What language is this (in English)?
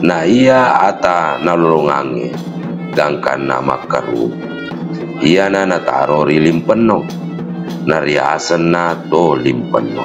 Buginese